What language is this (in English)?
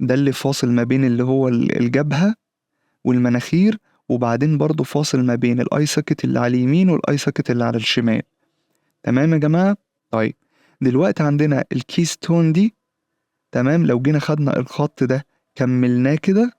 Egyptian Arabic